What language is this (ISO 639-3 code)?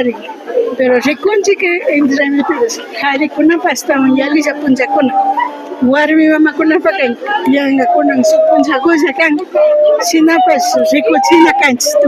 qvi